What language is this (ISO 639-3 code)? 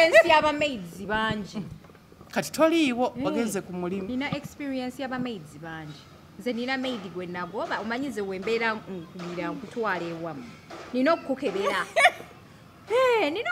lug